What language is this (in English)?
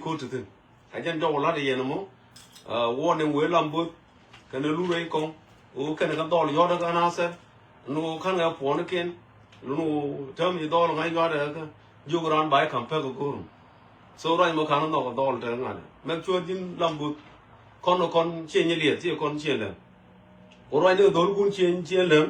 Nuer